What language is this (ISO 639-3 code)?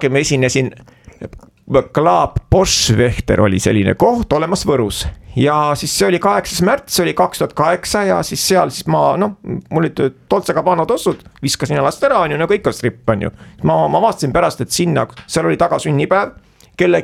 est